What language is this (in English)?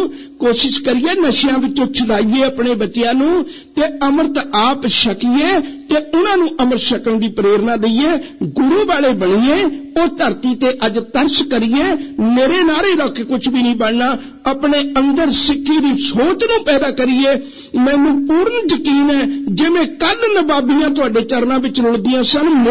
Punjabi